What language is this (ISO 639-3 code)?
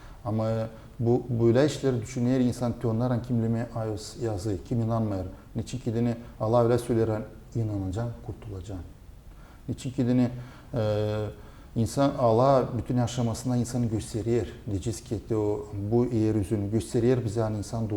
gag